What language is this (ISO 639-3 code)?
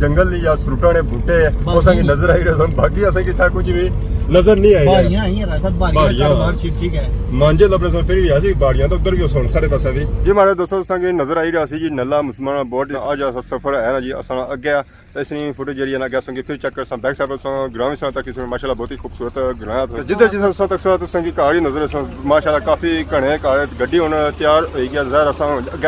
phr